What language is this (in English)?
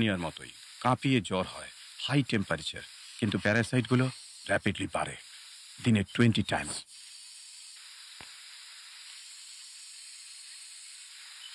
Bangla